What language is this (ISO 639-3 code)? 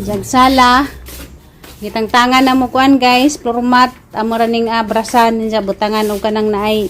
ceb